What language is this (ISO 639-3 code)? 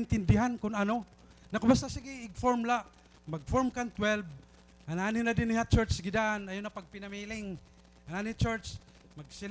war